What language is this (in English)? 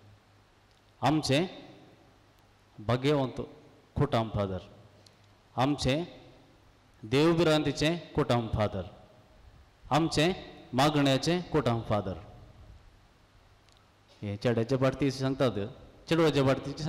Konkani